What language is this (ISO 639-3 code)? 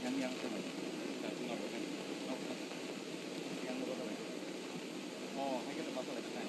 trp